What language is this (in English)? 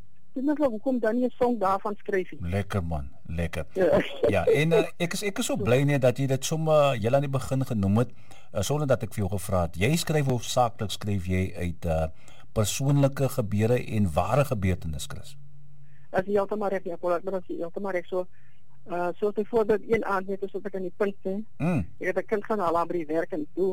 Afrikaans